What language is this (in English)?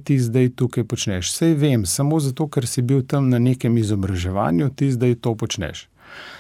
Slovenian